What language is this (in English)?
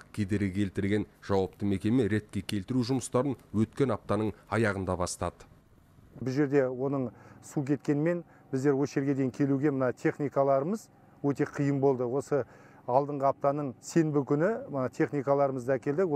Kazakh